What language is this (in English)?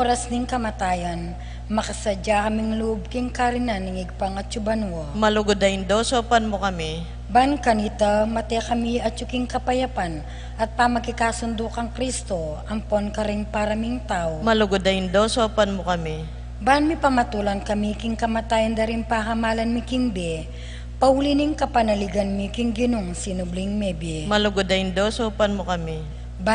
Pampanga